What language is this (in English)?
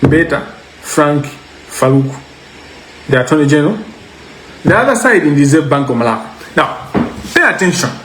Nyanja